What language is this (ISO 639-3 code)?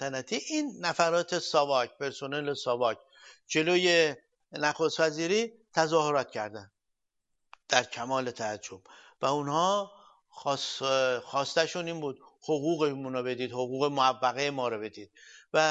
fas